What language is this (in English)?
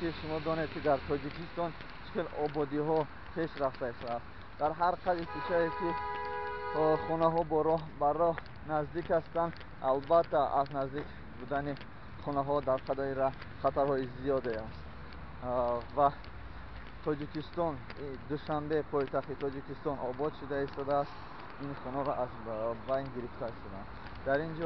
Tajik